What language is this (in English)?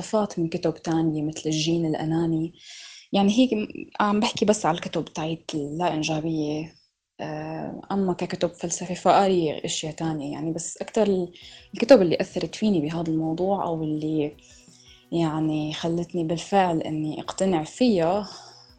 North Levantine Arabic